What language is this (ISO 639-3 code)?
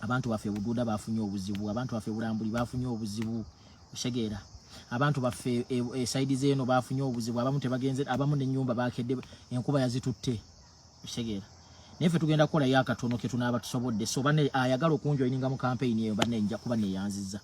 lug